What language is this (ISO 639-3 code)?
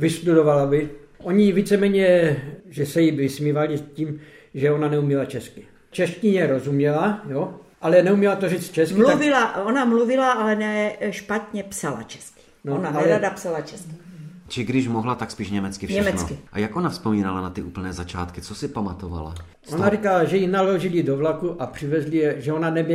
ces